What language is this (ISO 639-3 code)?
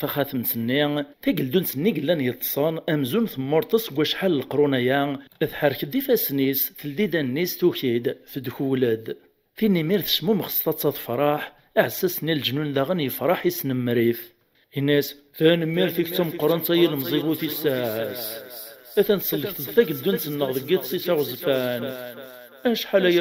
kab